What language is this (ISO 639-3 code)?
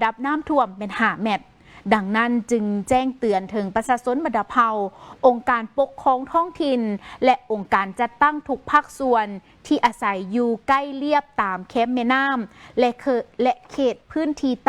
lao